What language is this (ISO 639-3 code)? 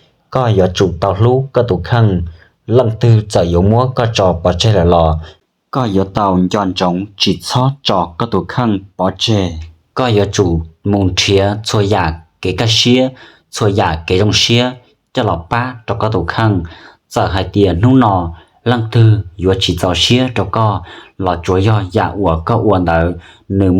hmn